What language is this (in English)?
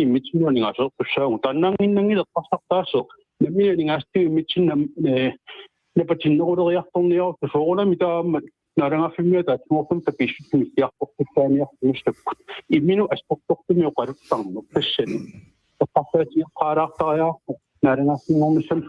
Kalaallisut